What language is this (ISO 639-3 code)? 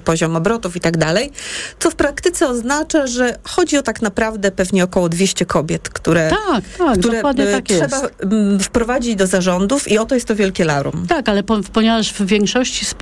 pol